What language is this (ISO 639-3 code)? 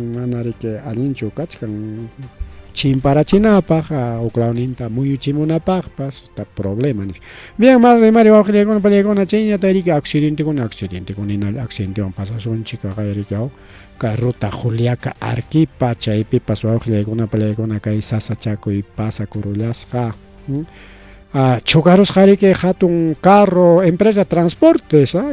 quy